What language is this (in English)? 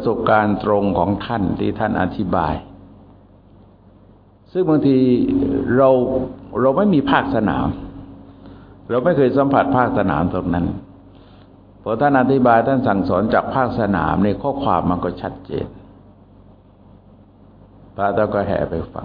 Thai